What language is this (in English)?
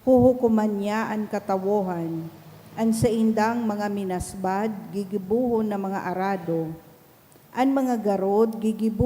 Bikol